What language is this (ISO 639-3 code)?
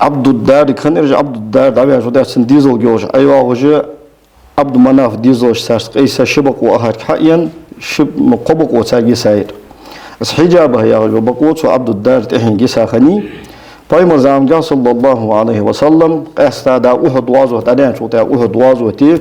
inh